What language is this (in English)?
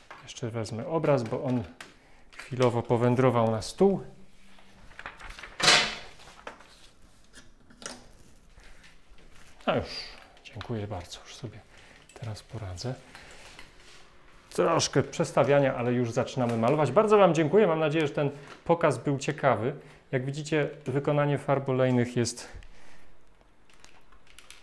Polish